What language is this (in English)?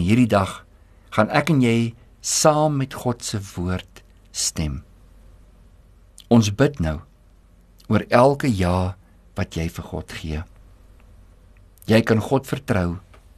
Afrikaans